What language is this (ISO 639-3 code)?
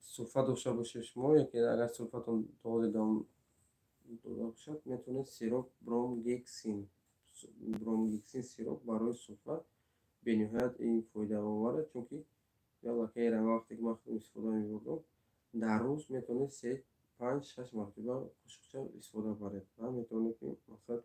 tgk